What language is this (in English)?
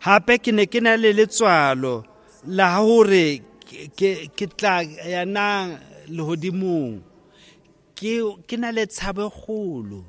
Southern Sotho